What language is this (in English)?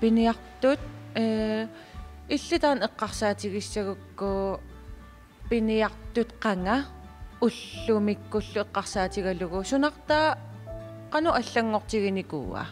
Kalaallisut